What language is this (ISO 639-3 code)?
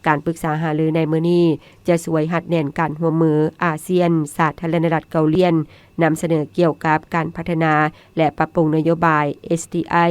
lao